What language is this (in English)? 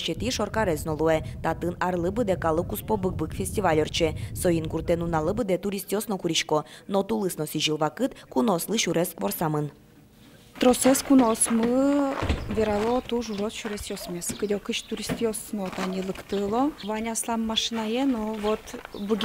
Udmurt